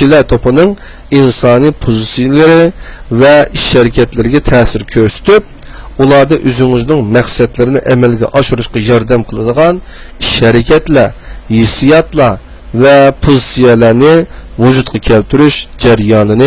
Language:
Uyghur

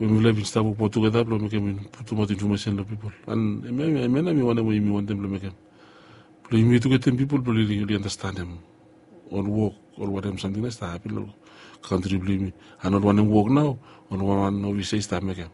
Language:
Bislama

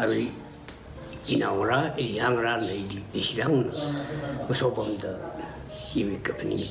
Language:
Tangkhul Naga (India)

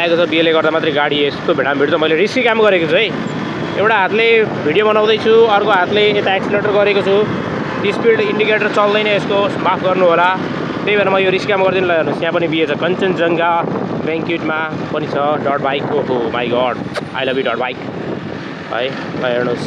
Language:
Nepali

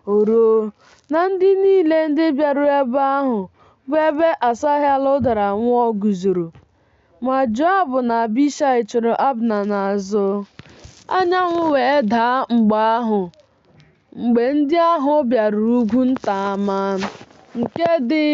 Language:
Igbo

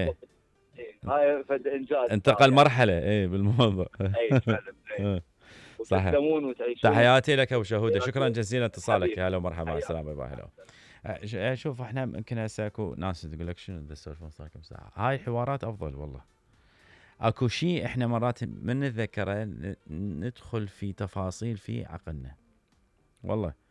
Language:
Mesopotamian Arabic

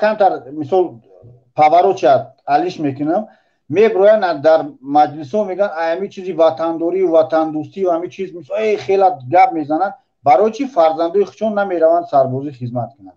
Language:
Tajik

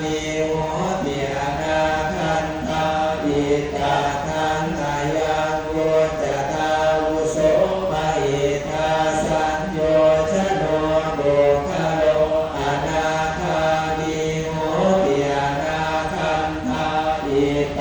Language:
Pali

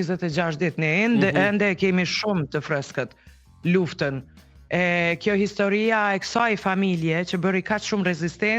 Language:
Albanian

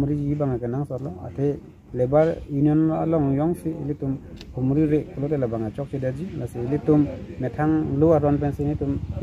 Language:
Karbi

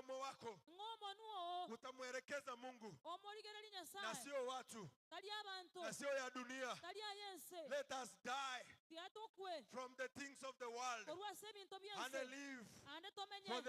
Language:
Gusii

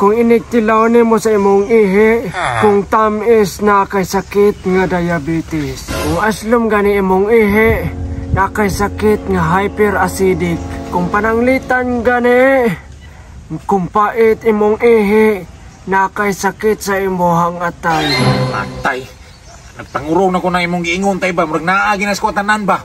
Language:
Cebuano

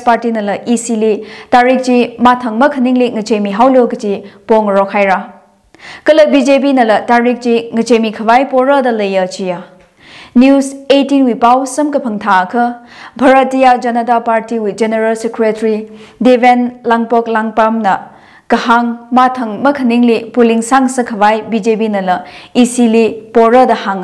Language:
Tangkhul Naga (India)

